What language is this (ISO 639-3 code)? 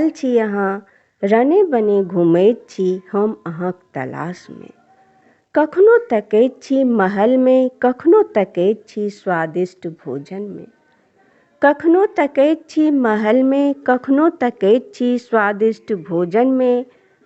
mai